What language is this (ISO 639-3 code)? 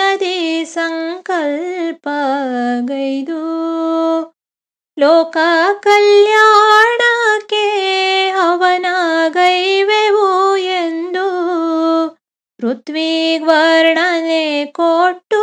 kan